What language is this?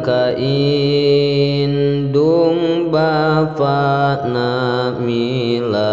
Sundanese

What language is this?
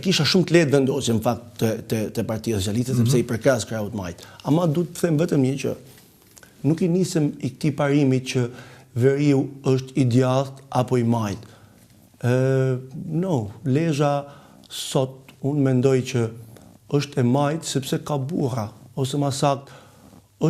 Albanian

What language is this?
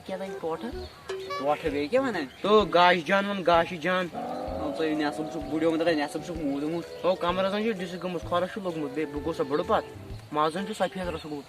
Kashmiri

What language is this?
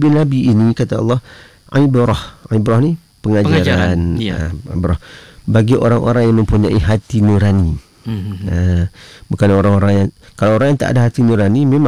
Malay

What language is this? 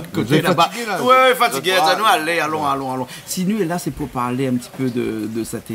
Réunion Creole French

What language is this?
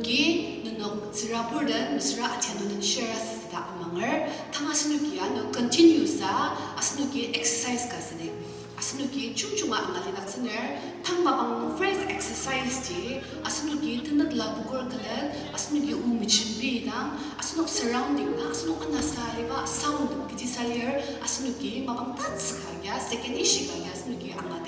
Ao Naga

